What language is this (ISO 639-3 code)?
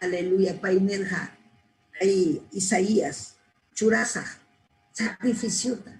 quy